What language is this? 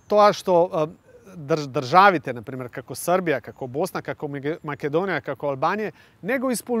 Macedonian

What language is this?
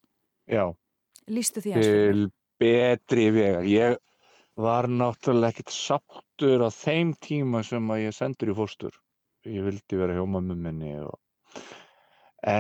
Icelandic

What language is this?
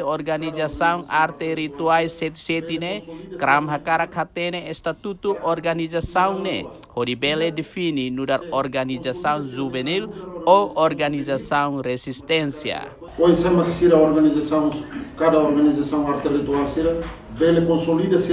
Tetum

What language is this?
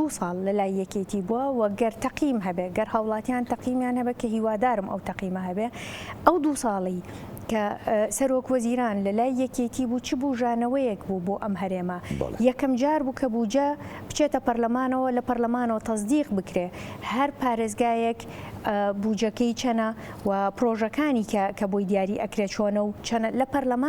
Central Kurdish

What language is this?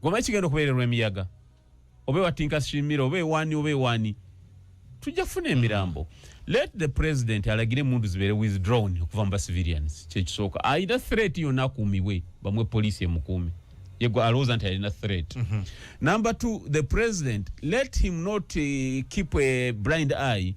Ganda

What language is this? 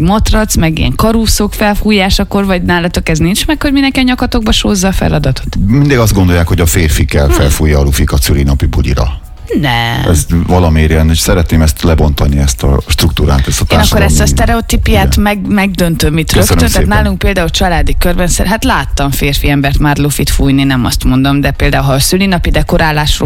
Hungarian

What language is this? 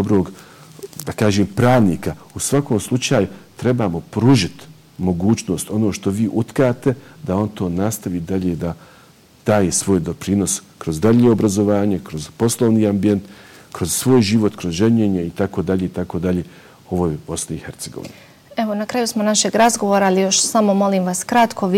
Bosnian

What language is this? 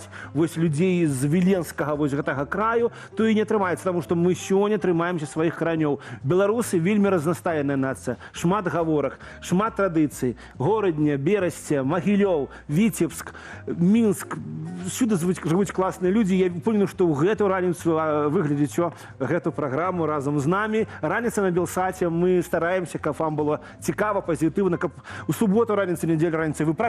Belarusian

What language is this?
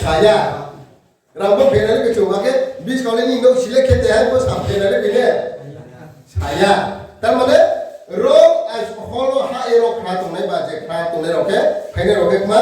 Riang (India)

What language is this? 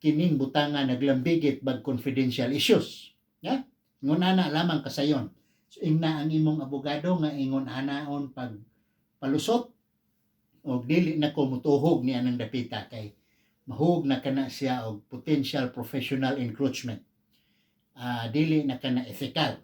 Cebuano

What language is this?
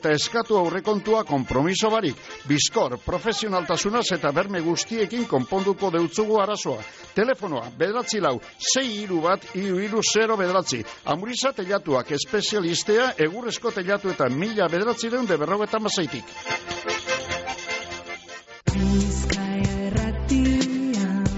Basque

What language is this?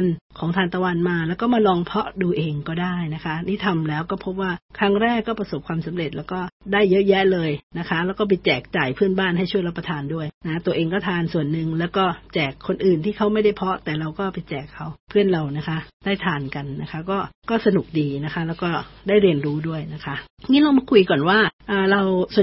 Thai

